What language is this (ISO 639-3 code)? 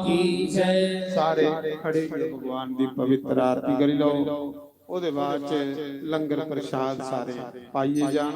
doi